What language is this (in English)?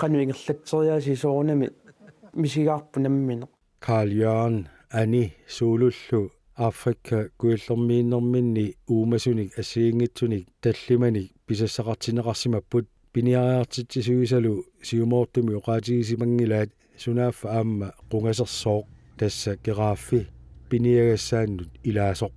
Kalaallisut